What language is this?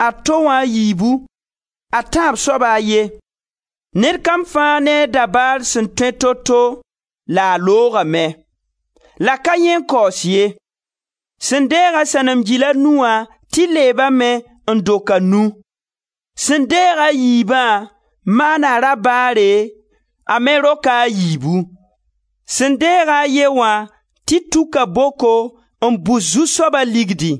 Mossi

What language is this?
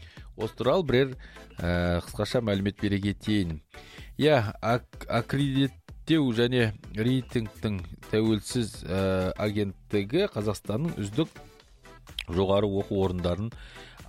Kazakh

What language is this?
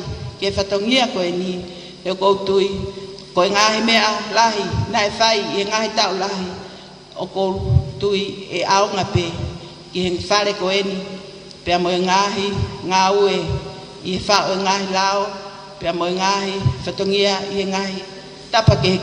Tongan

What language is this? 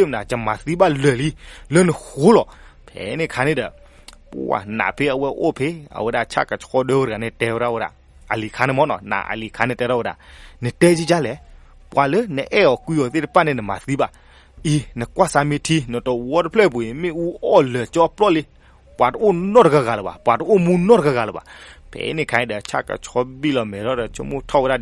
S'gaw Karen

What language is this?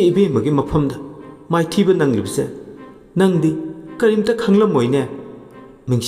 Manipuri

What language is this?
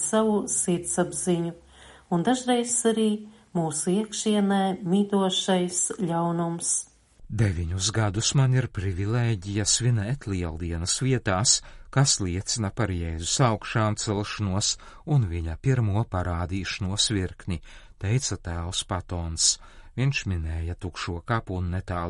Latvian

